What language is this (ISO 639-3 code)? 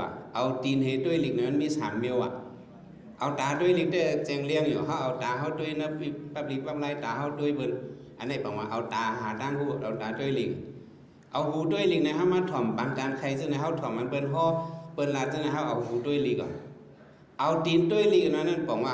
shn